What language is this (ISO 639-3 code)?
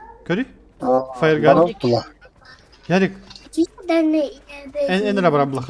sah